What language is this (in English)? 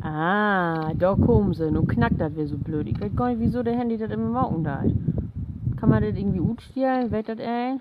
Low German